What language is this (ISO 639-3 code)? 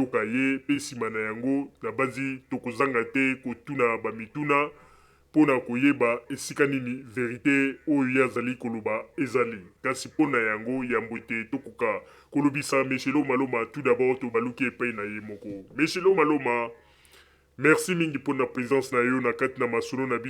lin